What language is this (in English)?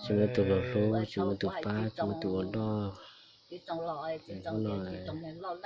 Hmong